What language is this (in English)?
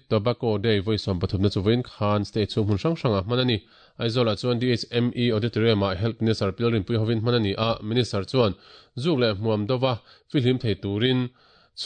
Mizo